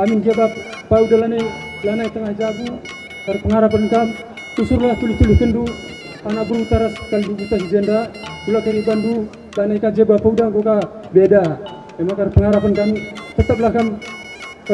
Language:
Batak Karo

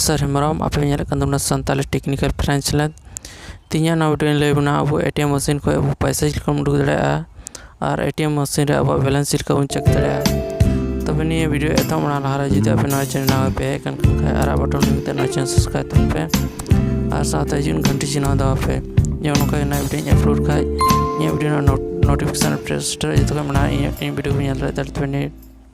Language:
Santali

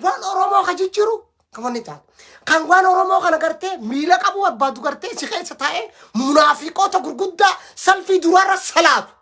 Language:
Oromo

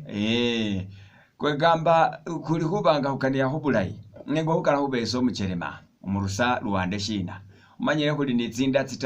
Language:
Masaaba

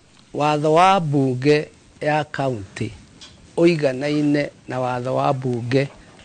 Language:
Kikuyu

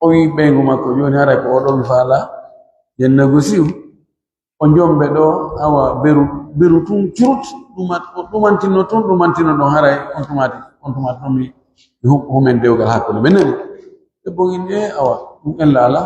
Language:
Pular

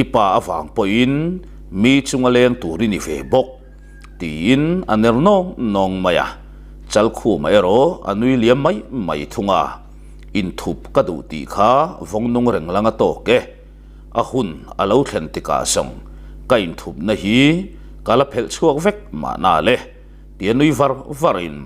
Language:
Mizo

